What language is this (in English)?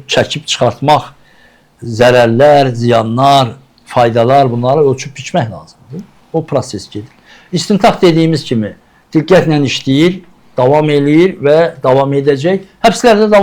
Azerbaijani